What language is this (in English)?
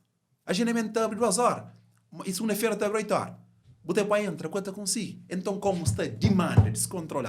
Kabuverdianu